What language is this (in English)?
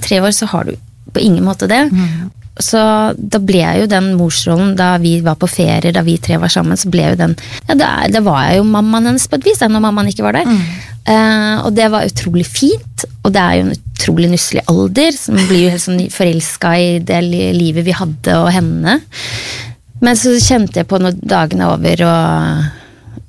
Norwegian